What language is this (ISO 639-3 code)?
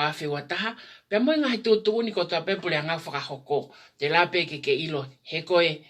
ton